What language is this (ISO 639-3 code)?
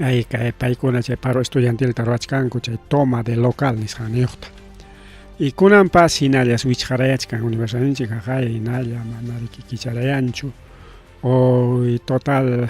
quy